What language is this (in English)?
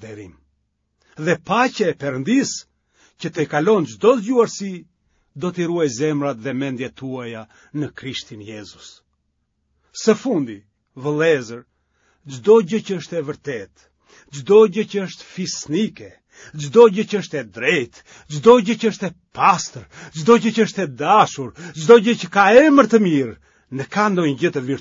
Albanian